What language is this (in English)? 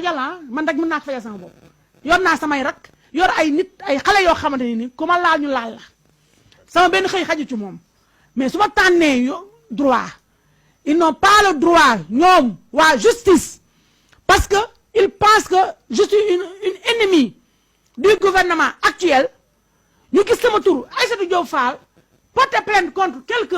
Wolof